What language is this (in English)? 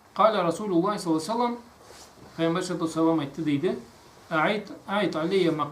Karachay-Balkar